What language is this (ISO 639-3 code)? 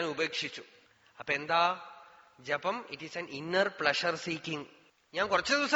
mal